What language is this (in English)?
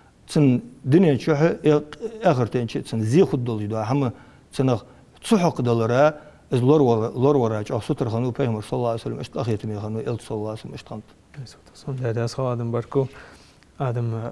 Ingush